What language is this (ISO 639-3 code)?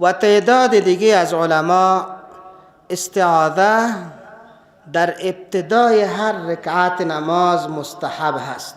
fas